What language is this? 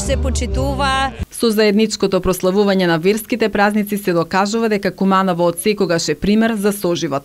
Macedonian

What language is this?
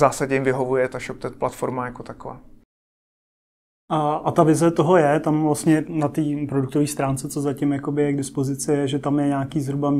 Czech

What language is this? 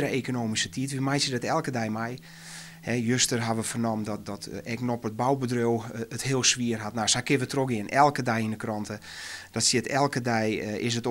Western Frisian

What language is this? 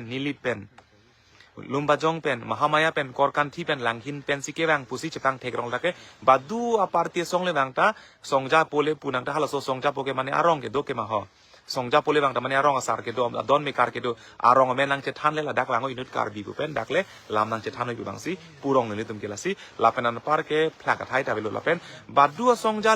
Karbi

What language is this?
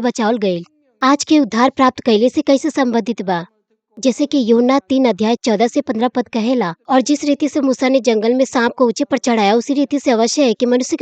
Bhojpuri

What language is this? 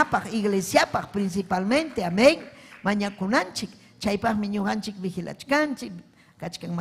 Ayacucho Quechua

